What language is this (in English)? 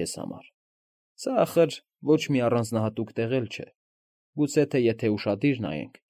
Armenian